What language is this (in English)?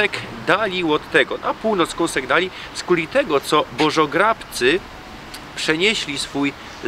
Silesian